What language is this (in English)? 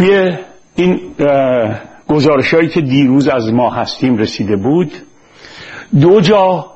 Persian